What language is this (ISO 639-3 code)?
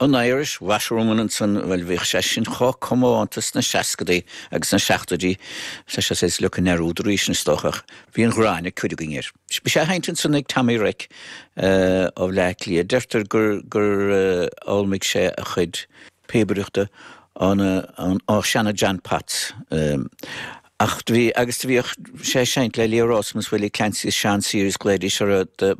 gle